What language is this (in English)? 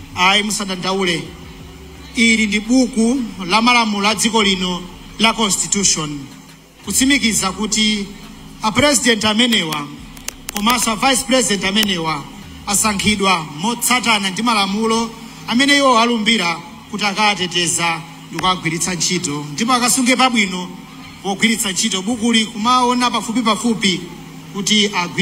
Nyanja